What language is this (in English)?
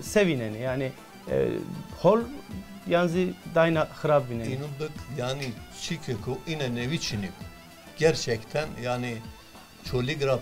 Zaza